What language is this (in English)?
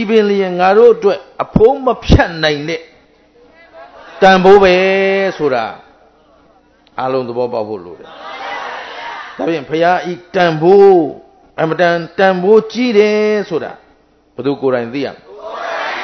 Burmese